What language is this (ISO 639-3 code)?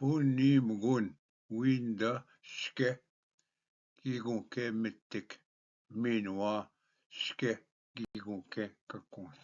oji